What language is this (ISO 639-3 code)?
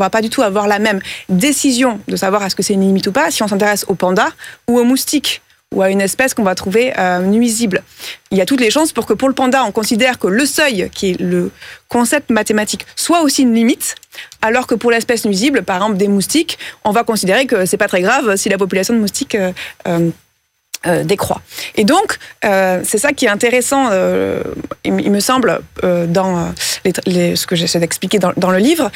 fra